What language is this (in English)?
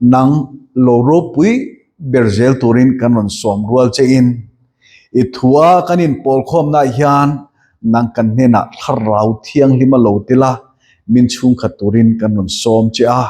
Mizo